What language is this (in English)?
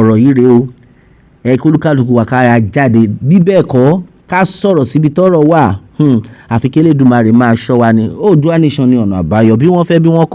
Yoruba